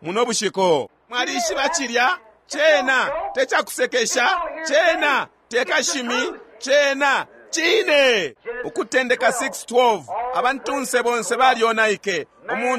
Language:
Bemba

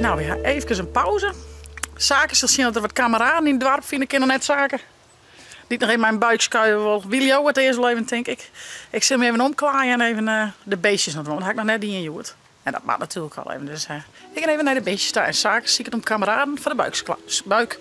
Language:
Western Frisian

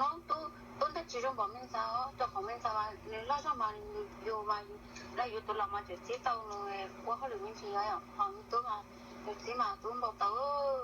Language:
Hmong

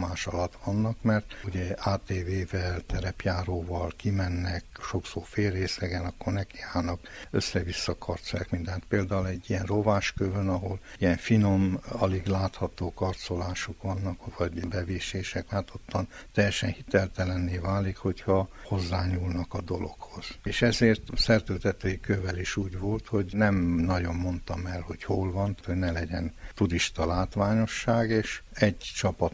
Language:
Hungarian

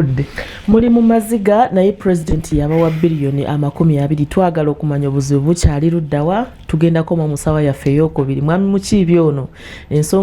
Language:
Ganda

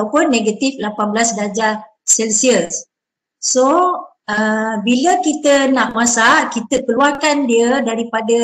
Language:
Malay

